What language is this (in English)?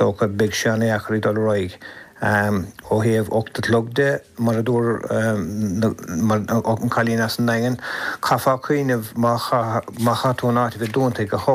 Irish